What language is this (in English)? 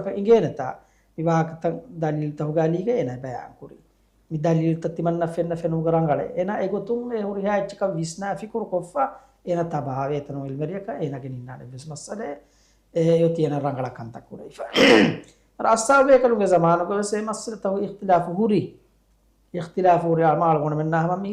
Divehi